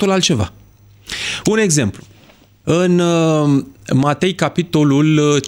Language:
Romanian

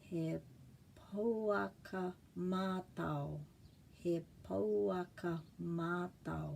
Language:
Māori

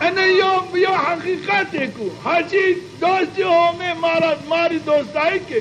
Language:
Zaza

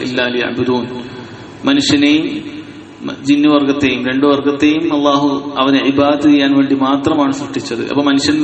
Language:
Malayalam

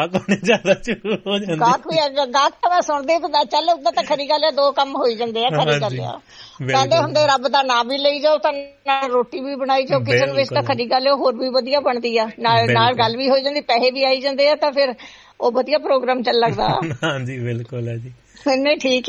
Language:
Punjabi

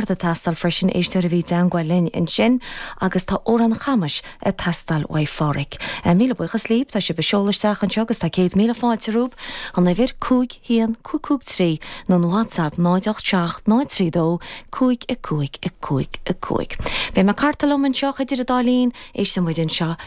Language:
Irish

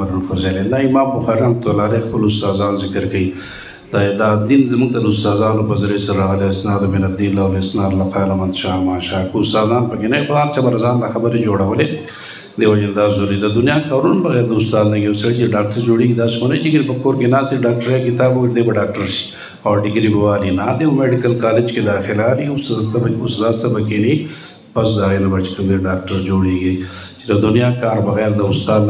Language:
Pashto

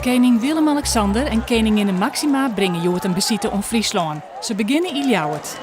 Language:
Western Frisian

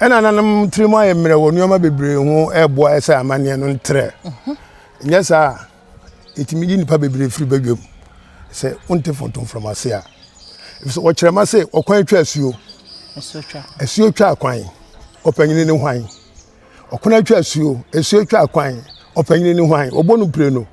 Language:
Akan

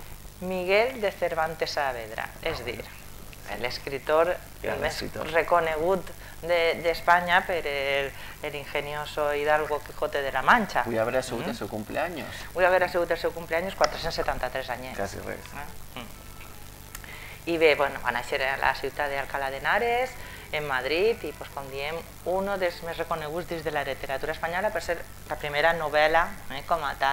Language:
Catalan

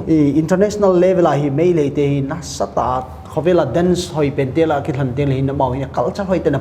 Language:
Paite Chin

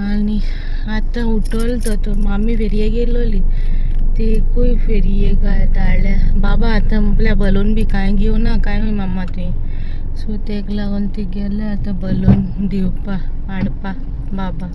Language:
Konkani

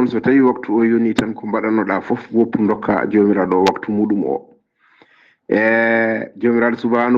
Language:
Fula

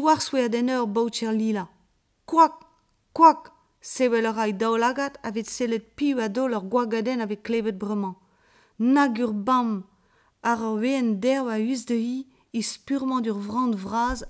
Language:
Breton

